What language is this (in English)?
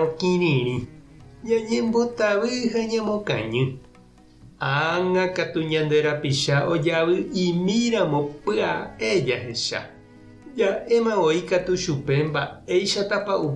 Guarani